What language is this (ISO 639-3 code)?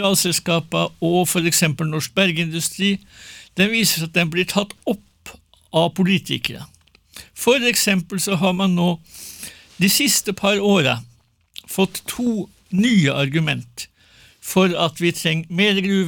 nor